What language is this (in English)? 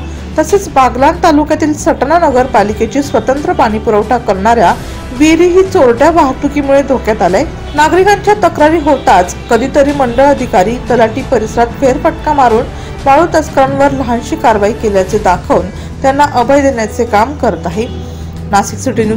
Marathi